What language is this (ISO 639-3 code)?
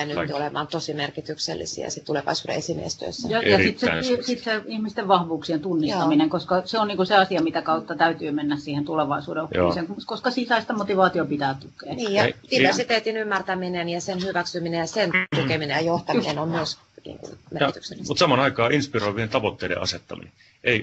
fin